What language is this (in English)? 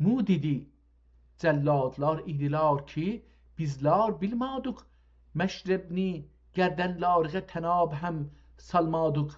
South Azerbaijani